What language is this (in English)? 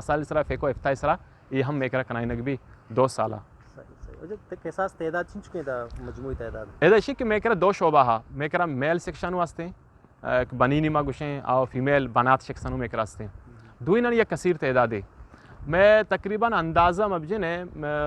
Eastern Balochi